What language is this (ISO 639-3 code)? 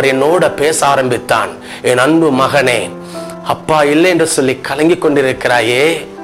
tam